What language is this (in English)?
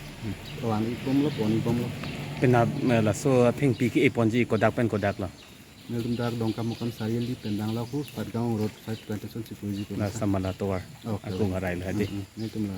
Karbi